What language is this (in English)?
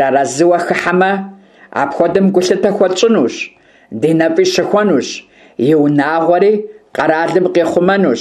Kabardian